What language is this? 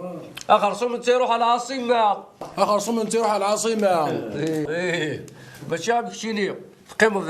Kabyle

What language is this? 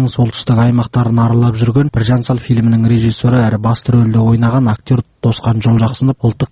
Kazakh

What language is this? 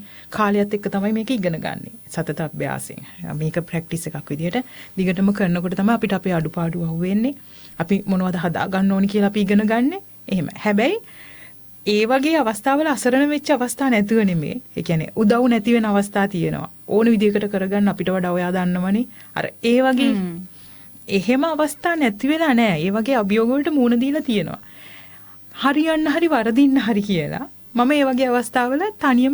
Sinhala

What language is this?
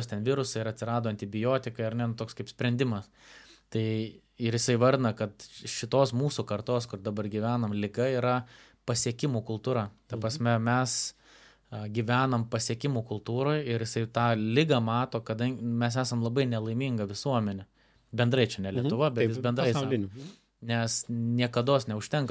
Lithuanian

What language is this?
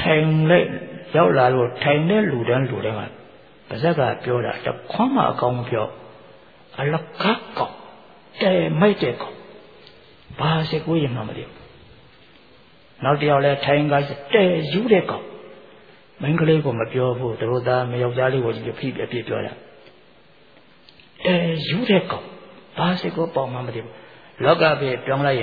Burmese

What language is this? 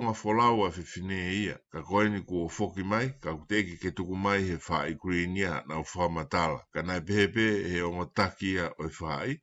Tongan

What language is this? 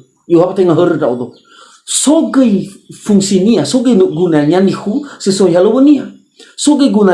Nias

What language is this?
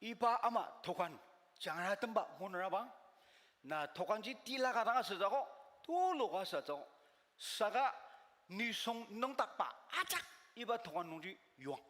Ao Naga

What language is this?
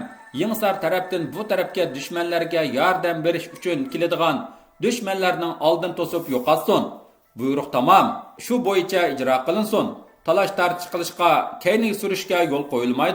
Uyghur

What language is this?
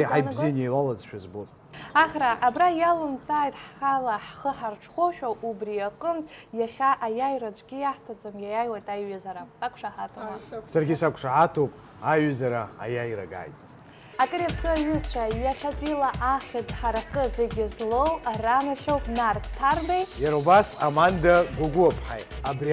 Abkhazian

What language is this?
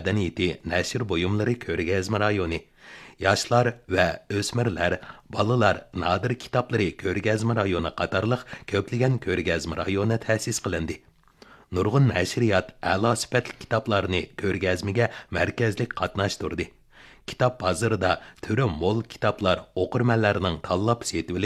Uyghur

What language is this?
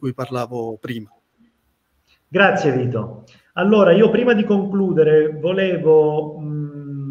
Italian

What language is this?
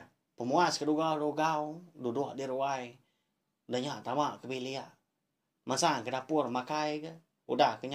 Iban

